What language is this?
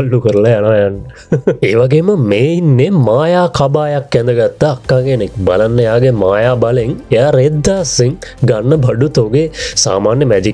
Sinhala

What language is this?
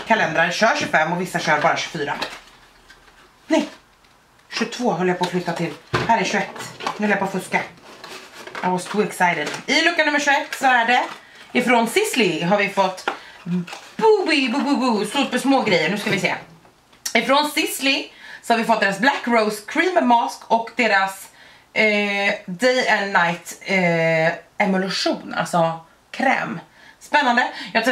Swedish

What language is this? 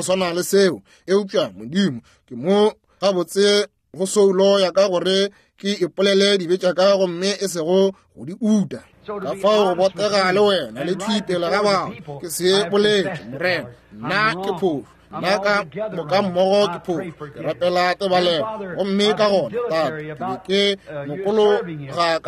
Northern Sotho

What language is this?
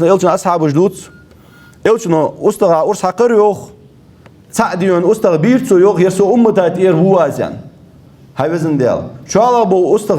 Ingush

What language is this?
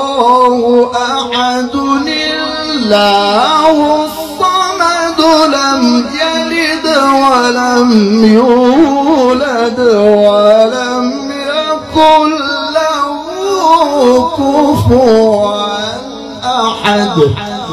Arabic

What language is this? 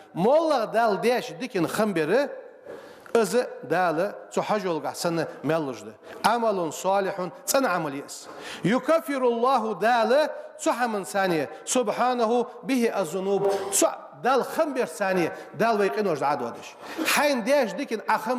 Ingush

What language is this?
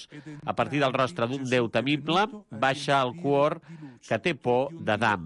Catalan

